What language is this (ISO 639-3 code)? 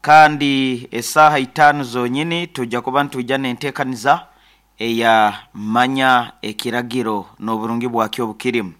nyn